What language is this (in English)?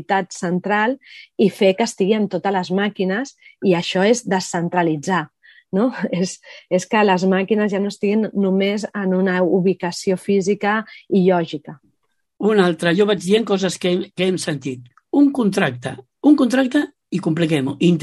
Catalan